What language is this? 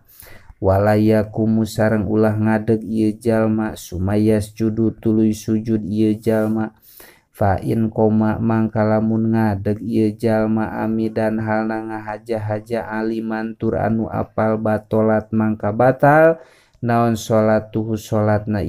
Sundanese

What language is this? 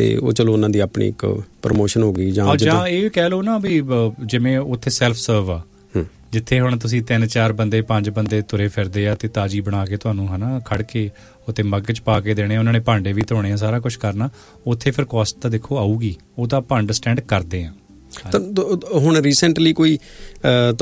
Punjabi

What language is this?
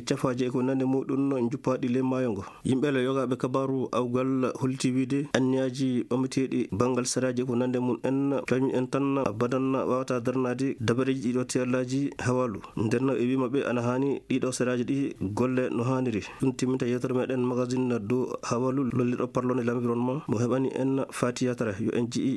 Fula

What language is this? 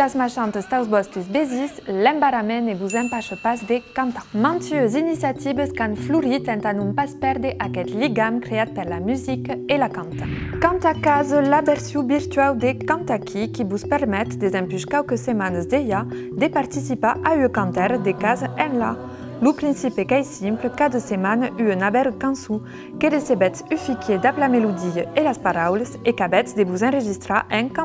Occitan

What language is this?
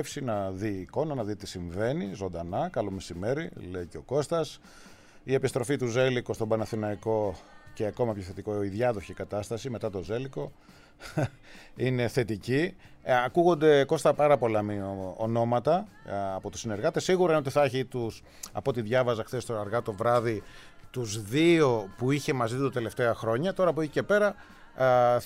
Greek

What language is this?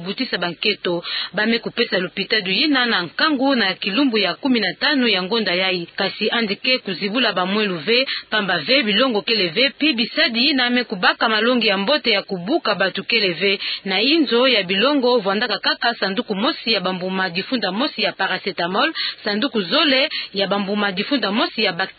Kituba (Democratic Republic of Congo)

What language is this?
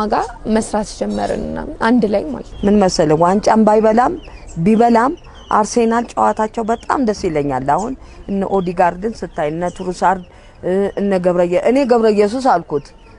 Amharic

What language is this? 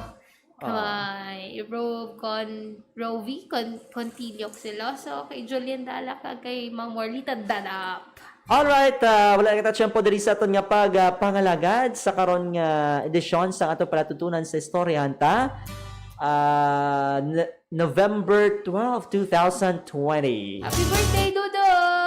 Hiligaynon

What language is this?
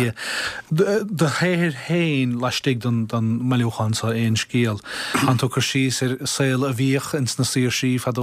Irish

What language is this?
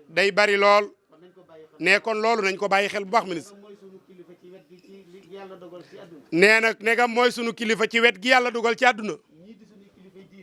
Wolof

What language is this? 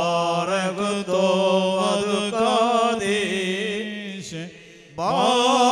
Malayalam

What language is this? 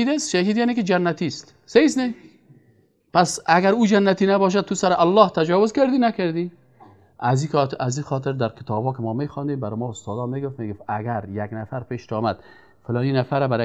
Persian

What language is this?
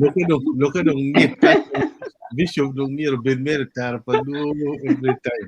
Acoli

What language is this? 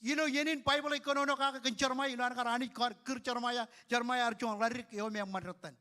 Marshallese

